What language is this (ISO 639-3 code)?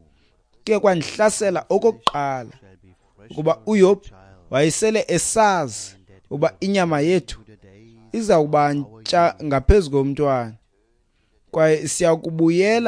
xho